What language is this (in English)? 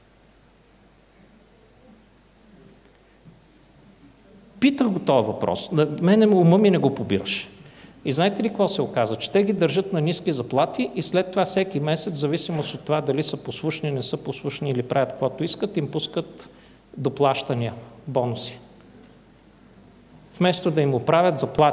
Bulgarian